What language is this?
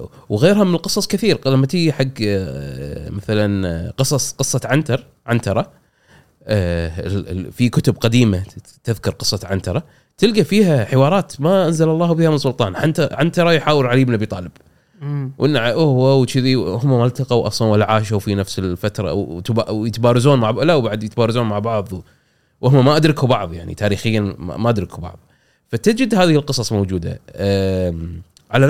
Gulf Arabic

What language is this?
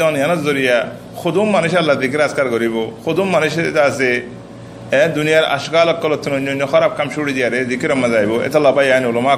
Rohingya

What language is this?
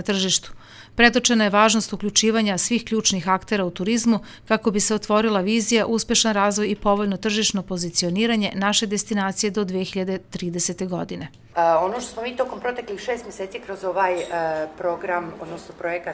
Serbian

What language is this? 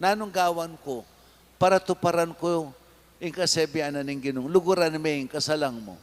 Pampanga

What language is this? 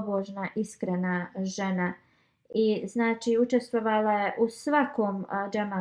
Bosnian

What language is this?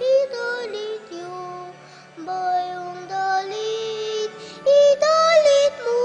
Pampanga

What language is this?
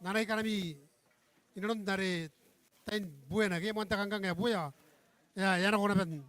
Gilbertese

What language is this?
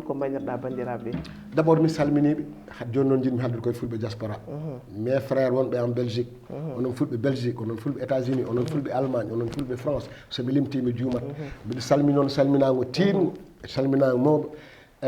Fula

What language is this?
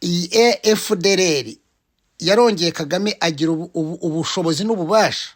Kinyarwanda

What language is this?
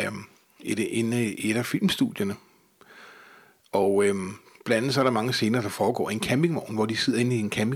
Danish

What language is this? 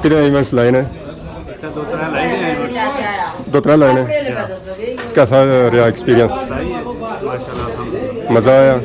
Pahari-Potwari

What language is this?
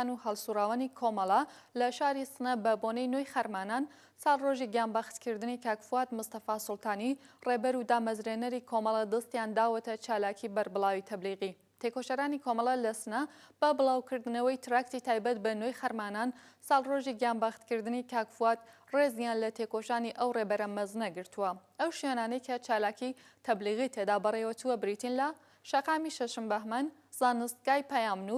Central Kurdish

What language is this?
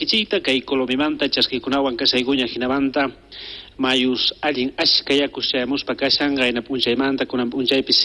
South Bolivian Quechua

